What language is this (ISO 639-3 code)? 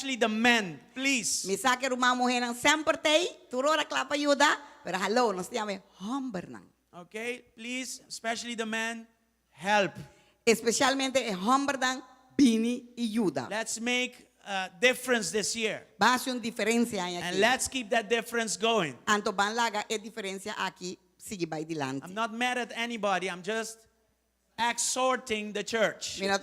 pap